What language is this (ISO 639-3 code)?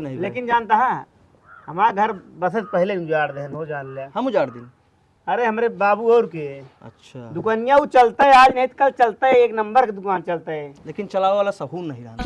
awa